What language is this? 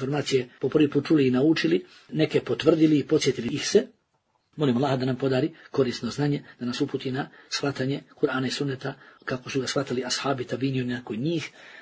Bosnian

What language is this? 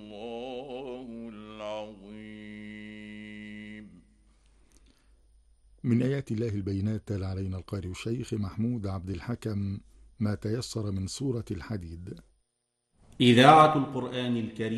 Arabic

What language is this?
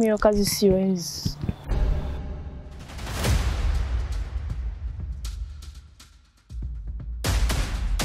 Swahili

